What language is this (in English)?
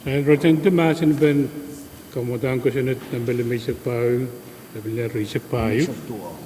Pohnpeian